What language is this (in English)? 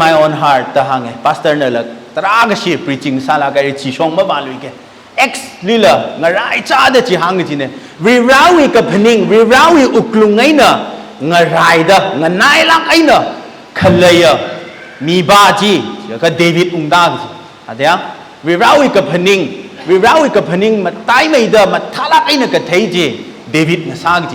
Tangkhul Naga (India)